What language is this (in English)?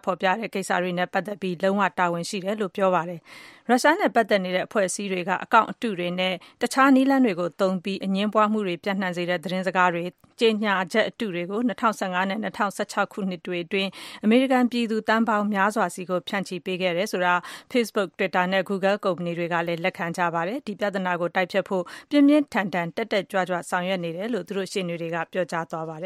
Burmese